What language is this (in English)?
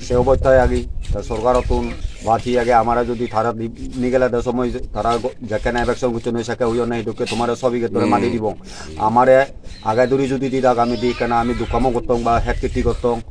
Chakma